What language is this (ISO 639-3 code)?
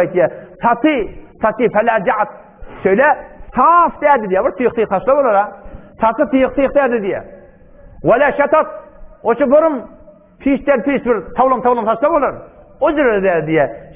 tuk